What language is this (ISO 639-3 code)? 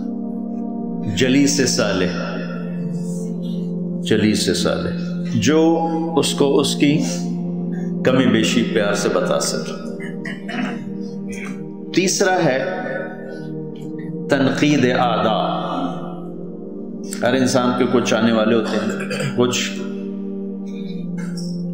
urd